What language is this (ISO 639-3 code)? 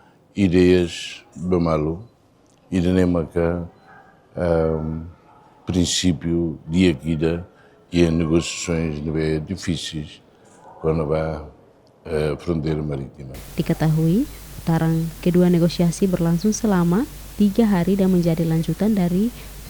tet